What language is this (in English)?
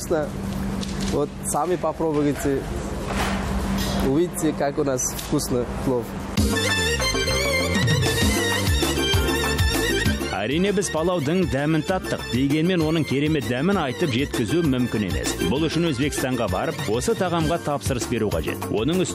Kazakh